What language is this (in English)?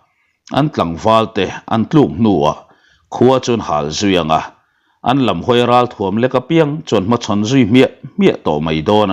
Mizo